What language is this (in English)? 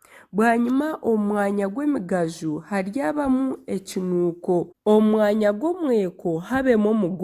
Nyankole